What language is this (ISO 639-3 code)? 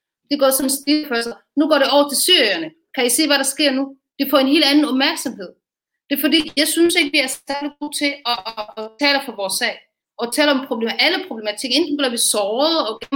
dan